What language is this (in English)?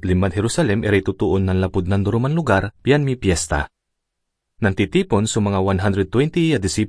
Pangasinan